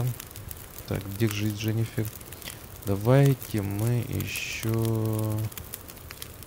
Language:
Russian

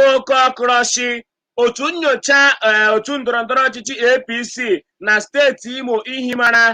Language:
Igbo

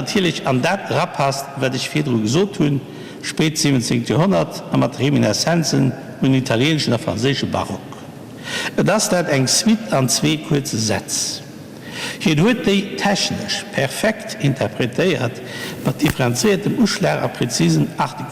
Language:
Luxembourgish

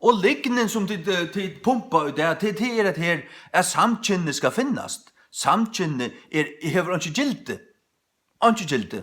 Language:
Faroese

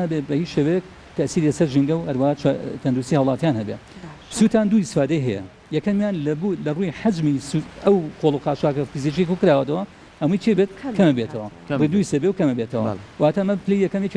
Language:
Central Kurdish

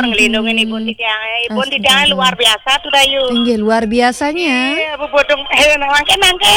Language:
Balinese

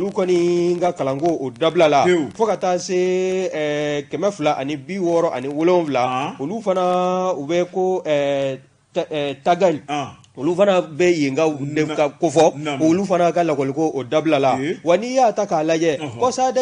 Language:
Bambara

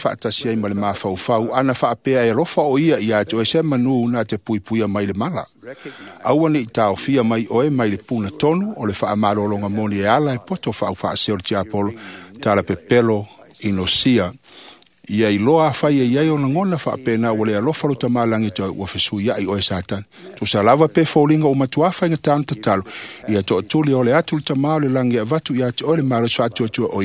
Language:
Samoan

